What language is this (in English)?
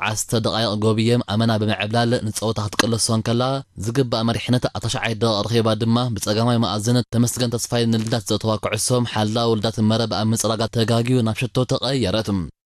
Tigrinya